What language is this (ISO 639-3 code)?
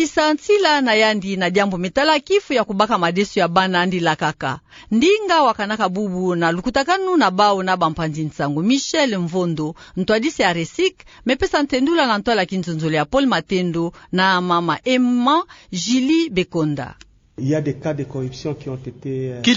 ktu